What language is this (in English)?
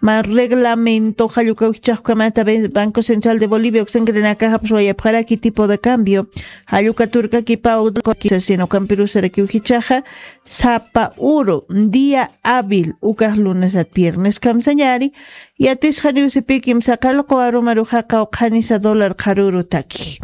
Aymara